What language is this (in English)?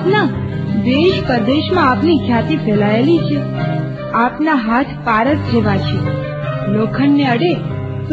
Gujarati